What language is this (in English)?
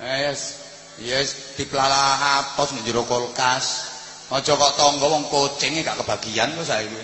Javanese